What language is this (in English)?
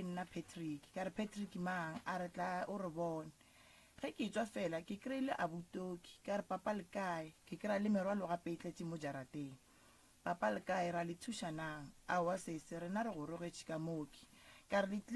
Northern Sotho